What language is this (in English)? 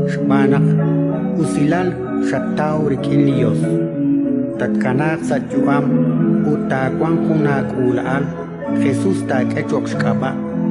Kekchí